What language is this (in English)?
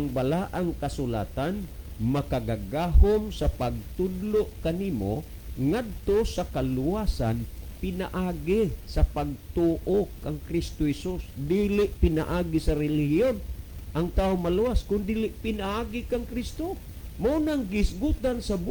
Cebuano